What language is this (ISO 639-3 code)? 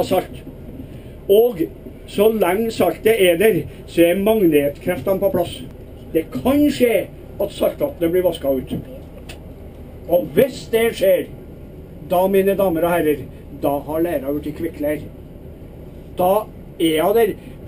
nor